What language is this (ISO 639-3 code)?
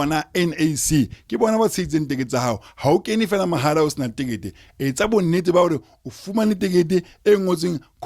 sot